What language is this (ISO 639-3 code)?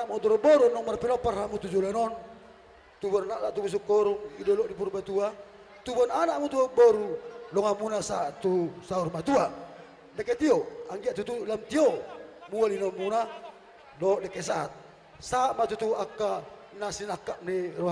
bbc